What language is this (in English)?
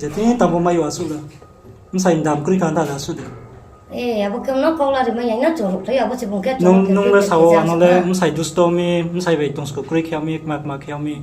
Riang (India)